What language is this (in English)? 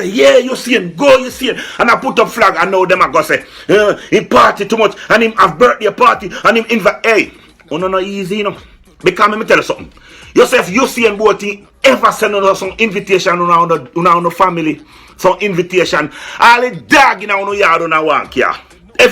Jamaican Creole English